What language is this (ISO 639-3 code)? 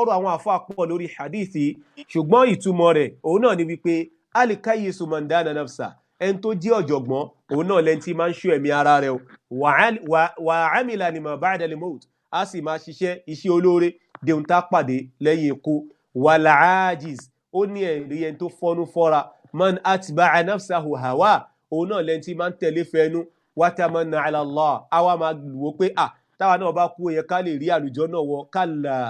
yor